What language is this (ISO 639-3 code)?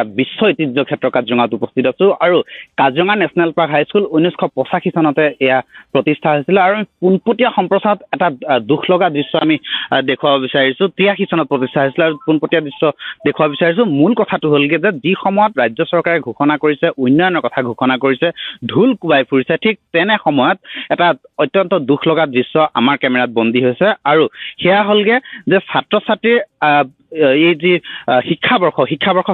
asm